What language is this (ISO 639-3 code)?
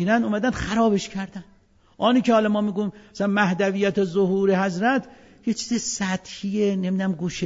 fas